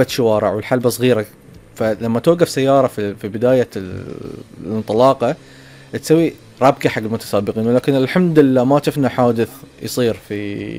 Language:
Gulf Arabic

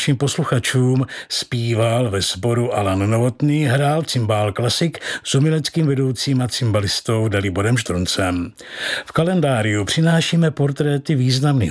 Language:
Czech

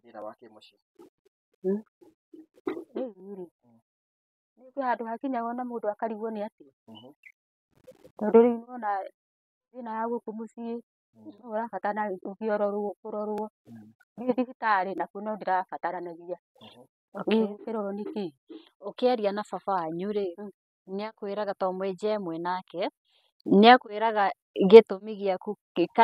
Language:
Kikuyu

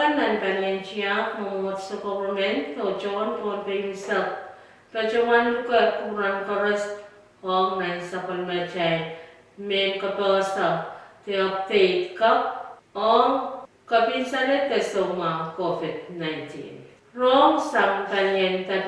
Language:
Pohnpeian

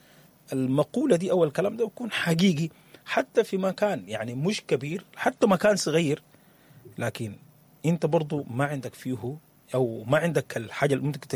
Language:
Sudanese Arabic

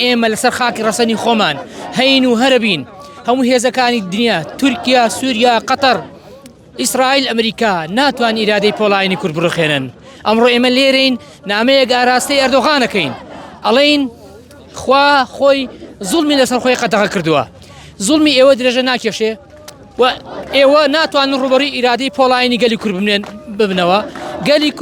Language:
Central Kurdish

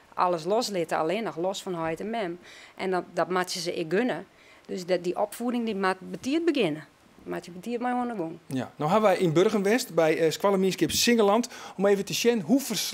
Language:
Western Frisian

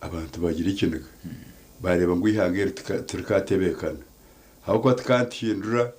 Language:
Nyankole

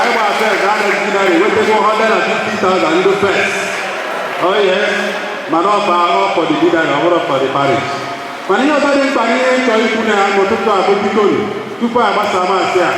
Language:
Igbo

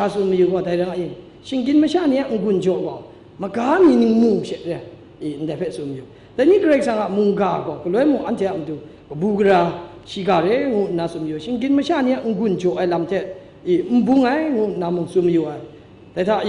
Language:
Kachin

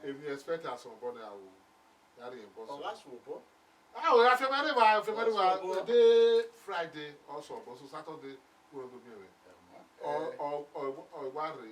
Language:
Bini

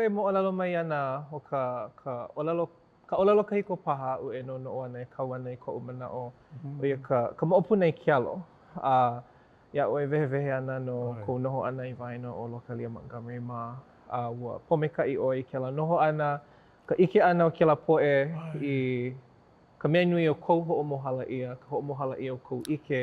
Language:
Hawaiian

